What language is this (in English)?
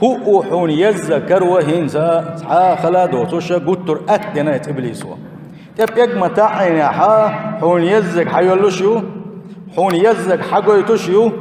Chechen